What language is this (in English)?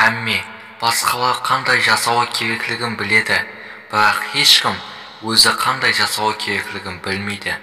Kara-Kalpak